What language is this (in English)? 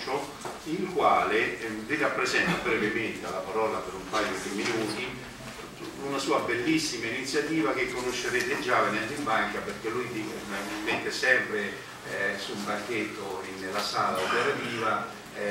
Italian